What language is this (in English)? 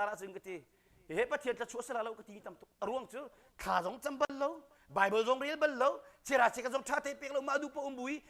Hakha Chin